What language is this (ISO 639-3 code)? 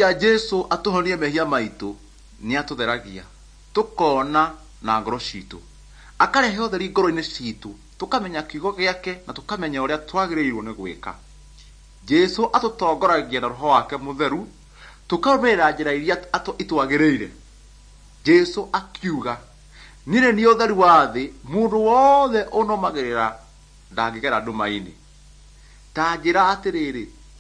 kik